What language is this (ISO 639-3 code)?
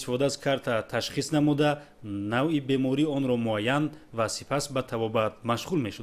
tgk